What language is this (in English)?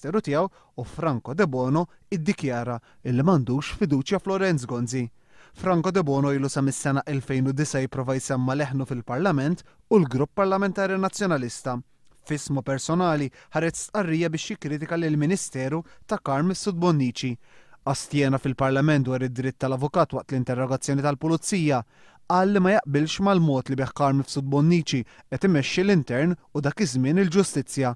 Maltese